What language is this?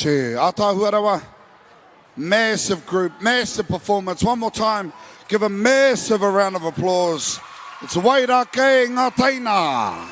Māori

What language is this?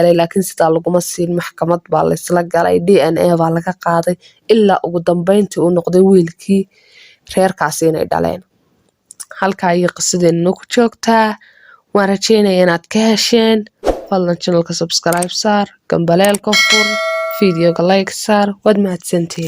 Somali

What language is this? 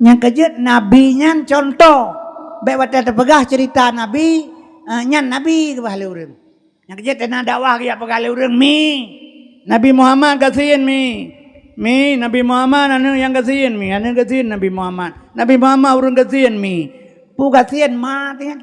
Achinese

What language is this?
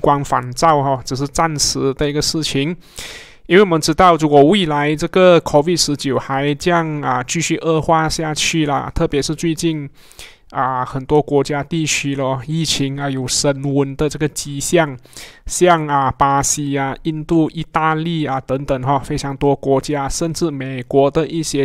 Chinese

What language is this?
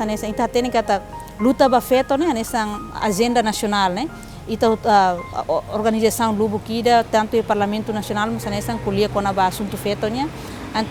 Tetum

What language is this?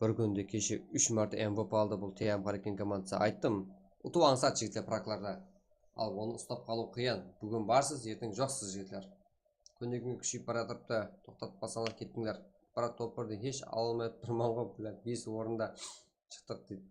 Kara-Kalpak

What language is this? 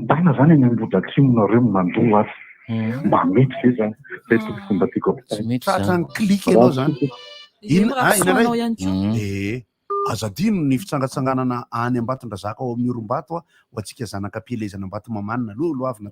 Malagasy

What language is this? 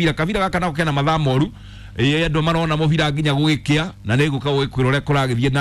Kikuyu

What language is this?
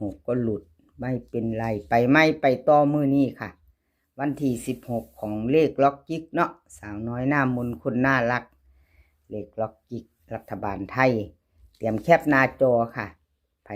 Northeastern Thai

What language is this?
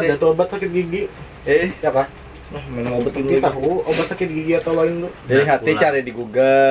Banjar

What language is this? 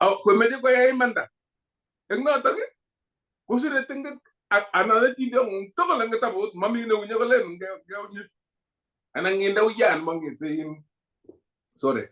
Kalenjin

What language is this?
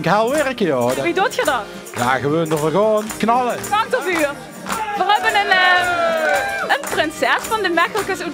Limburgish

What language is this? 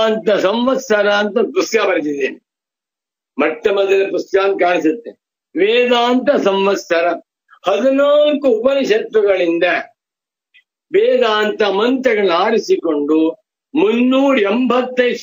Kannada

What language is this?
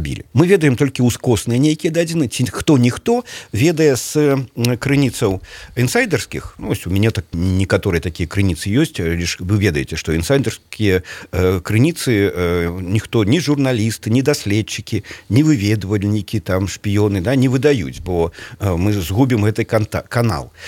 Belarusian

